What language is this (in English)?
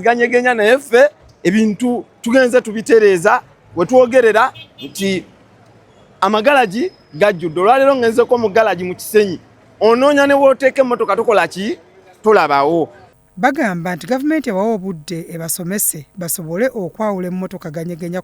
Ganda